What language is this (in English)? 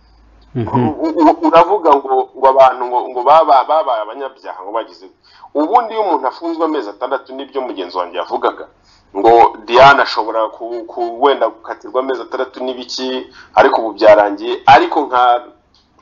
Kinyarwanda